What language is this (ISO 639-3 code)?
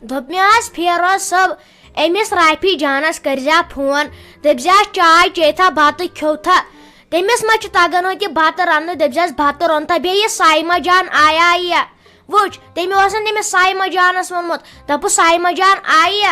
kas